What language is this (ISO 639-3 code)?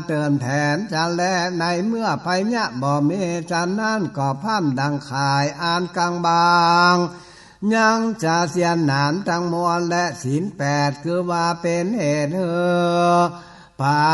nod